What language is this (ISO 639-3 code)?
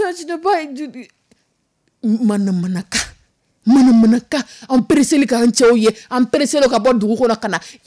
dyu